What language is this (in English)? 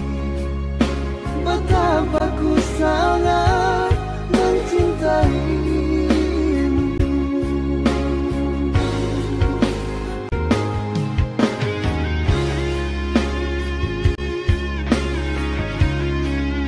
Indonesian